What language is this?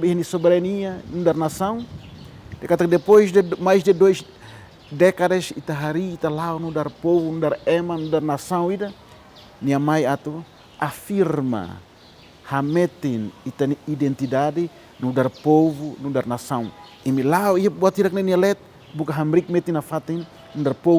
Tetum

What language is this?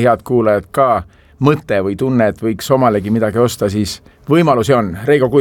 Estonian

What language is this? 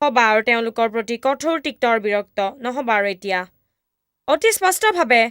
Assamese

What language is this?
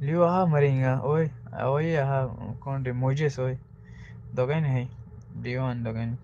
Konkani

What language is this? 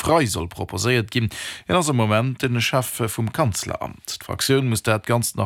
Luxembourgish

